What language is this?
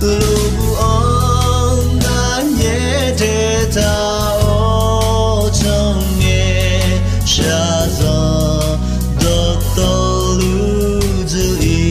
Akha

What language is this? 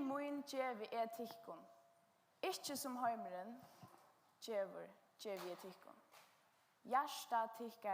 Faroese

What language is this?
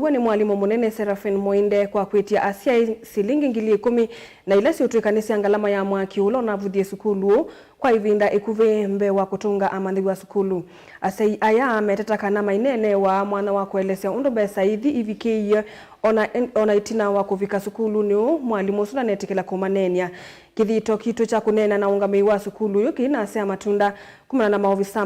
Kamba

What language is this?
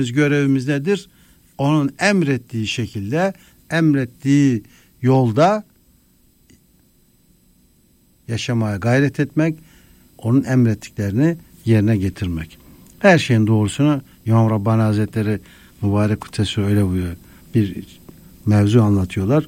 Turkish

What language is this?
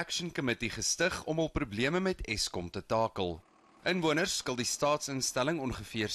Afrikaans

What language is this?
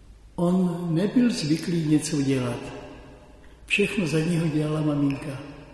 Czech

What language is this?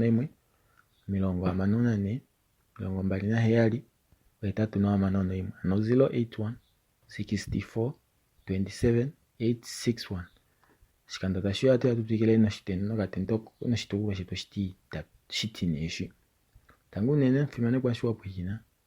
Kuanyama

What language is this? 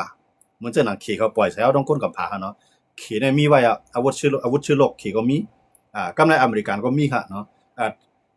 Shan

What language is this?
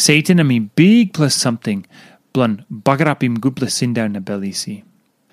Tok Pisin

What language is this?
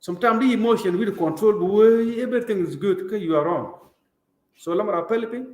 Nuer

